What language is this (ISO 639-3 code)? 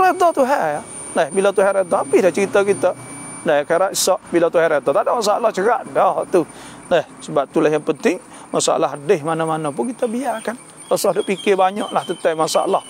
msa